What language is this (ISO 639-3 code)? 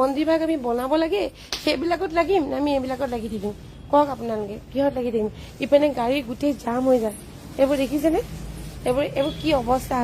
asm